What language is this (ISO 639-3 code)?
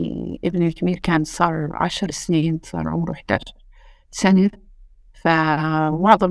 apc